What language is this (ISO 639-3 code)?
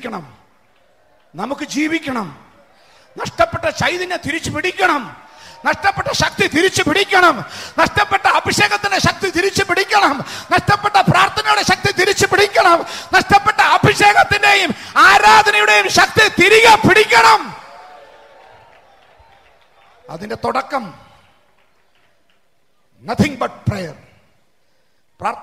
mal